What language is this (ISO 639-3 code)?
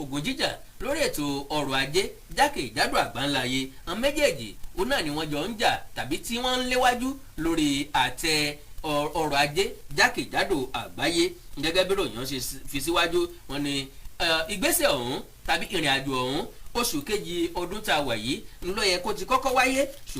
yor